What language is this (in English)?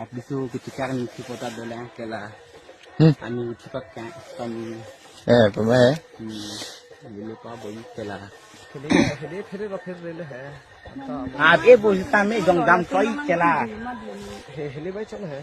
Karbi